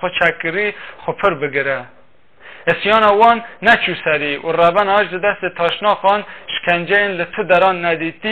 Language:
Kurdish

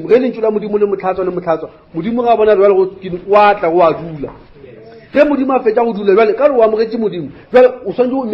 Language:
Northern Sotho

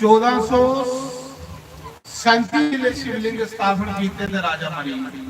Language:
Dogri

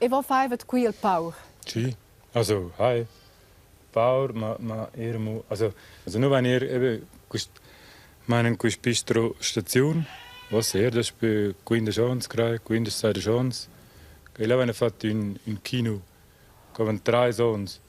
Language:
Romansh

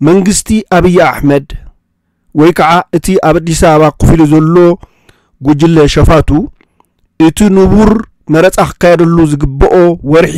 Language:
Tigrinya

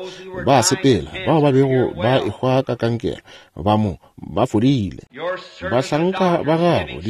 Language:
Northern Sotho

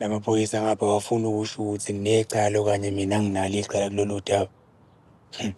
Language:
Zulu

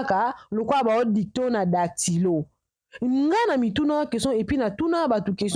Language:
Lingala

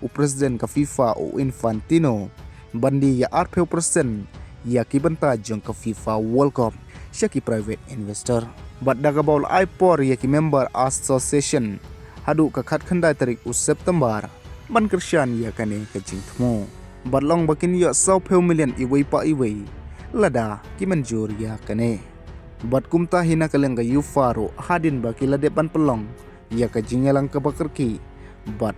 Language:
Khasi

